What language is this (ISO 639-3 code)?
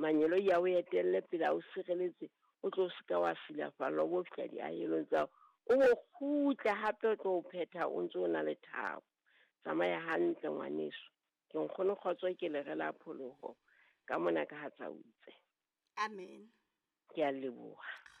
sot